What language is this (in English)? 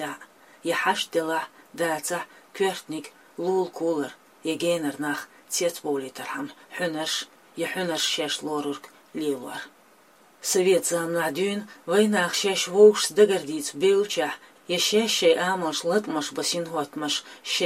Chechen